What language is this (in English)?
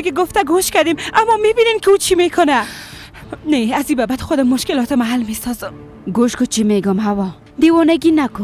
Persian